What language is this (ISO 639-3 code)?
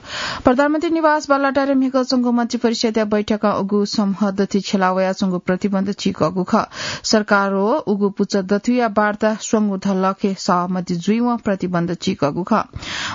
new